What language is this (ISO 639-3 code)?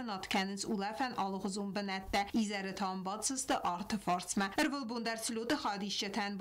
oss